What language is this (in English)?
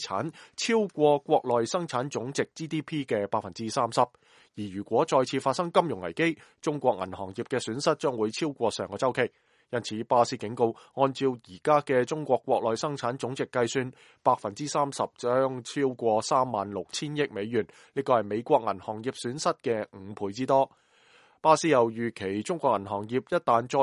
Cantonese